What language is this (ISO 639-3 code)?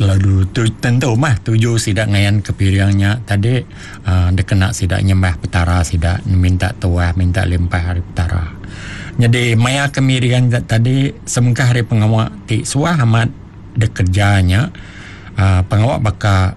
iba